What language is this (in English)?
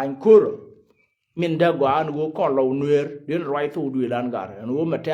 Nuer